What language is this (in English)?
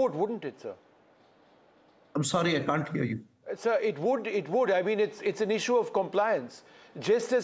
English